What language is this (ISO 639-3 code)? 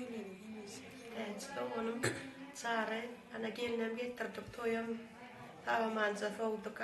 tuk